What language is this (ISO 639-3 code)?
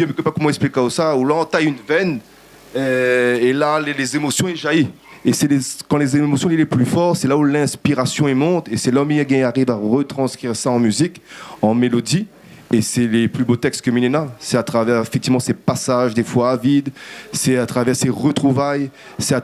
rcf